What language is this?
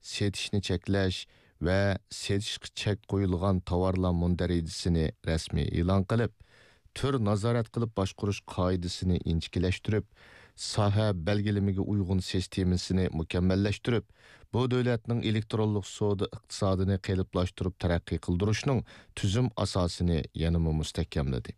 Uyghur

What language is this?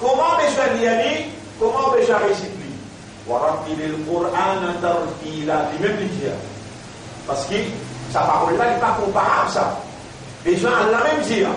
Morisyen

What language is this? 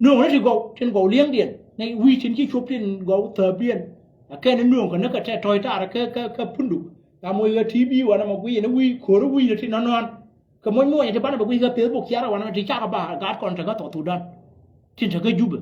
Nuer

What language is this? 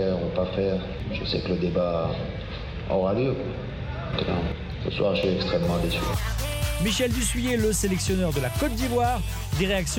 French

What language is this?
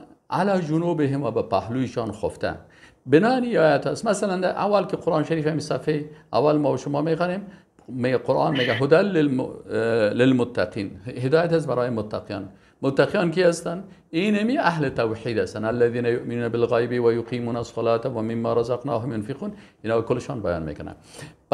Persian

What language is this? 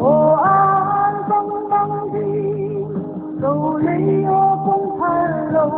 Paite Chin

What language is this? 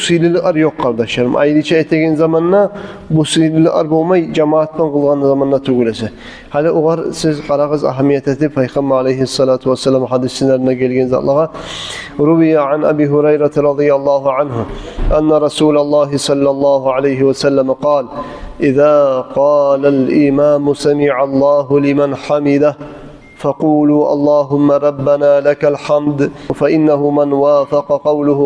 Kumyk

